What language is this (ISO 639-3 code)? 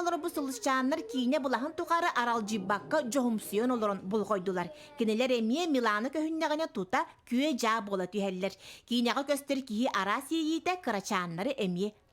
sah